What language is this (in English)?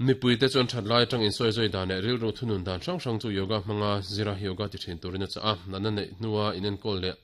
Mizo